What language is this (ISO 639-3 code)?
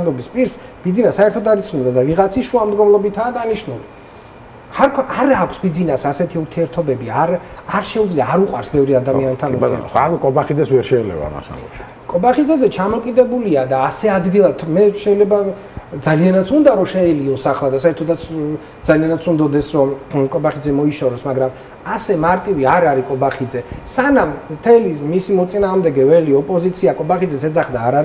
kat